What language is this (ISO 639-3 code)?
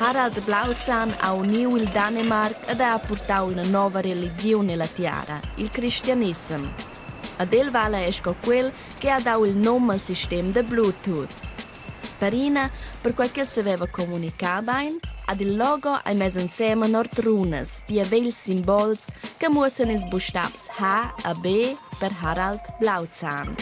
roh